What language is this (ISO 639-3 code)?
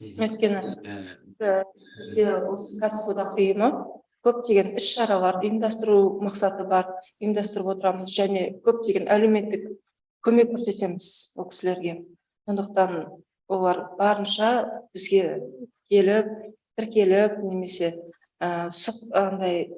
kaz